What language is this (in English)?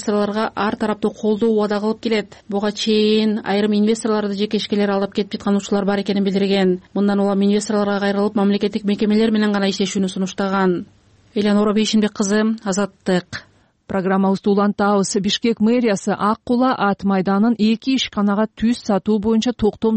Kyrgyz